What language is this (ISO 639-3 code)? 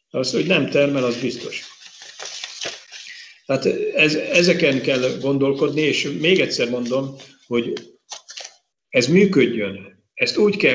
hun